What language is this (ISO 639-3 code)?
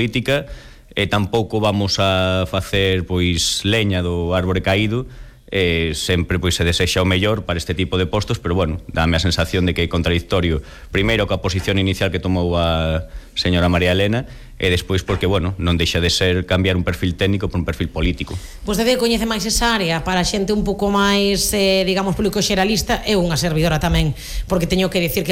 glg